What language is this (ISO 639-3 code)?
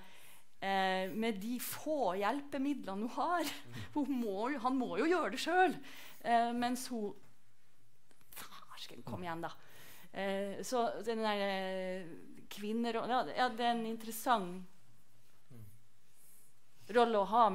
nor